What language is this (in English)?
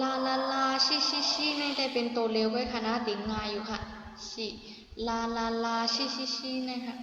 Shan